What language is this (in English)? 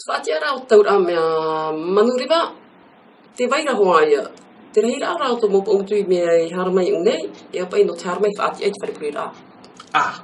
Tahitian